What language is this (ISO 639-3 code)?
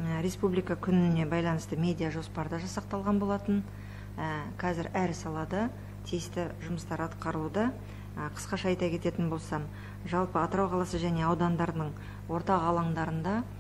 kaz